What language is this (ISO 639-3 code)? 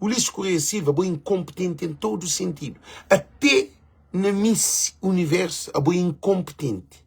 kea